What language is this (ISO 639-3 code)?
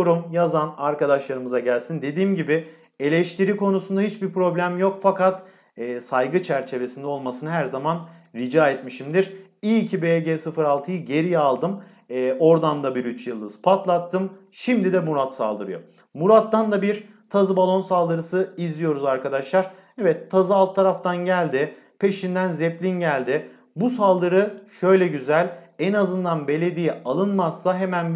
tur